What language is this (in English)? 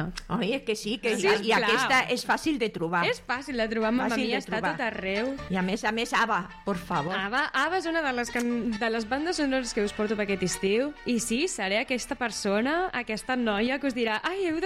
Catalan